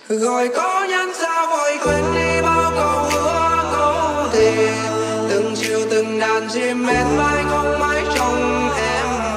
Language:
Vietnamese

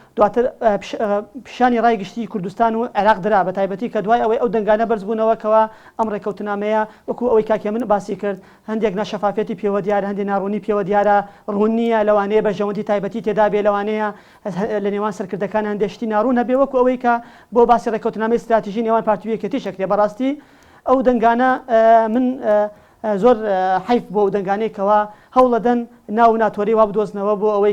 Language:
Central Kurdish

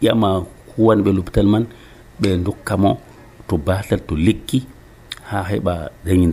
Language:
Nigerian Fulfulde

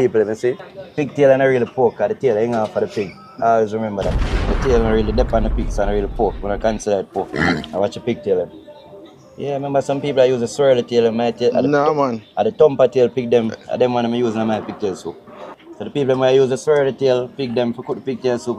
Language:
Jamaican Creole English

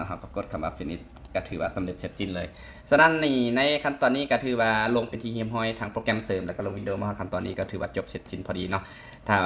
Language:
Lao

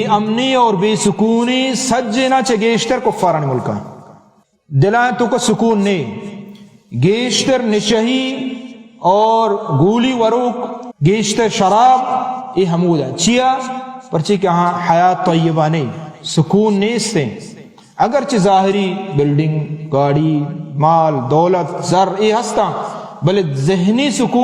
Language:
Baluchi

